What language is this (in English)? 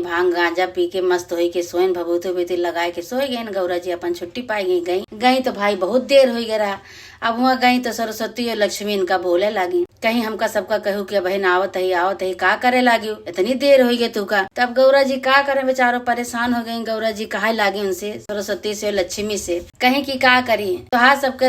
Awadhi